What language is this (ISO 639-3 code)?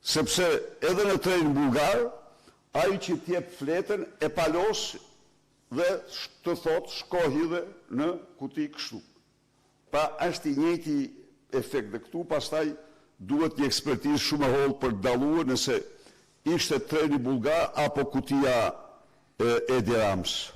sqi